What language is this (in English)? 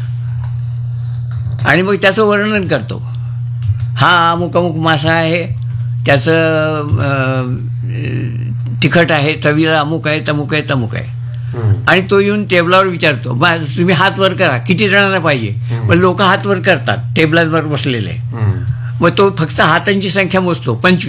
Marathi